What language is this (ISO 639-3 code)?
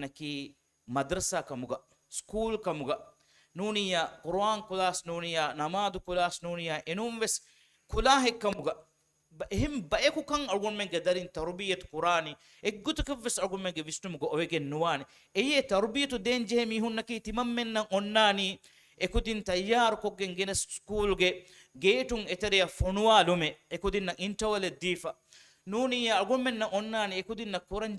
div